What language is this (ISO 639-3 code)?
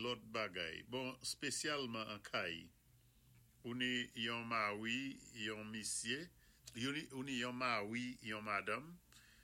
acf